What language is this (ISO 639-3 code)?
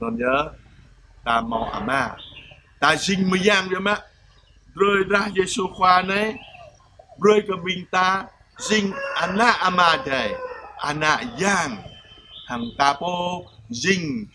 jra